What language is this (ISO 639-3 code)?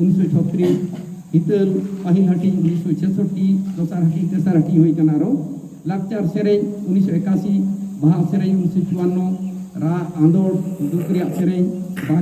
sat